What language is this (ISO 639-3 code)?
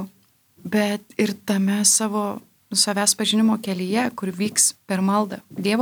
lit